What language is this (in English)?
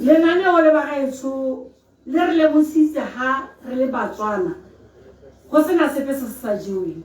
Tswana